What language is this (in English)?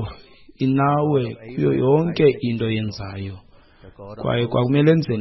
Xhosa